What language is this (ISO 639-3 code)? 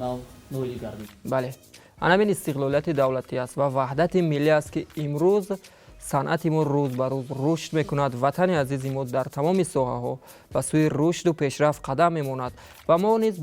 tgk